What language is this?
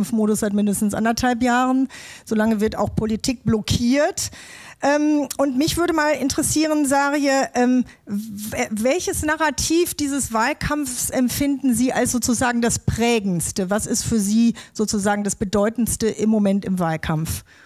German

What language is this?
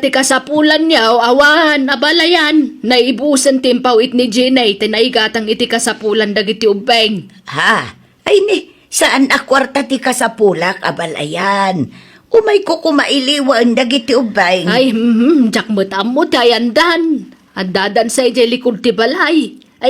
Iloko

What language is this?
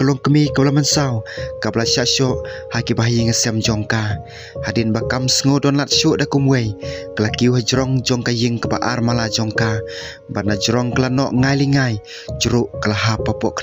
Khasi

